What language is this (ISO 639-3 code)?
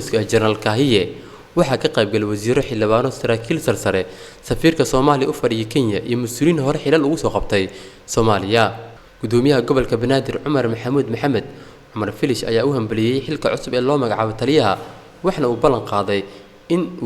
som